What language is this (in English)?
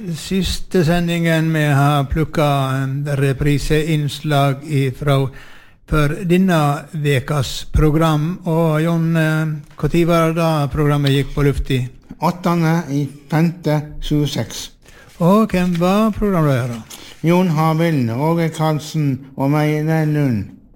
Norwegian